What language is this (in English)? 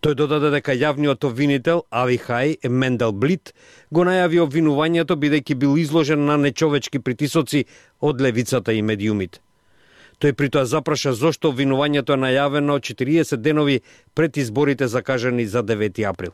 Macedonian